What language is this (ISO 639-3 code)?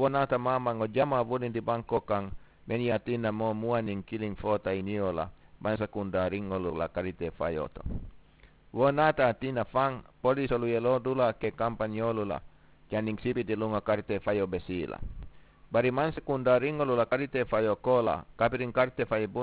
man